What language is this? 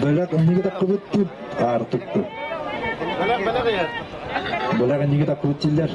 Yakut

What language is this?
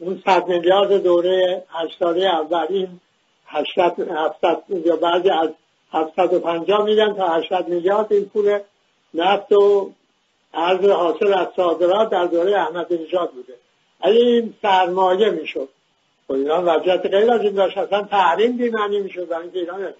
Persian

